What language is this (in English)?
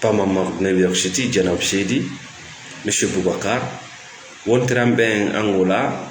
Fula